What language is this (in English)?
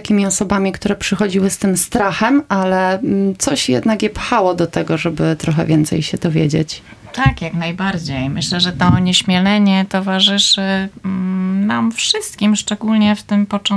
Polish